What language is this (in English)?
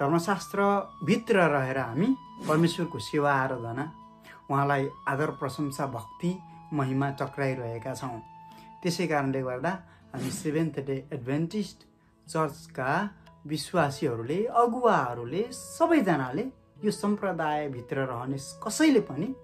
Nepali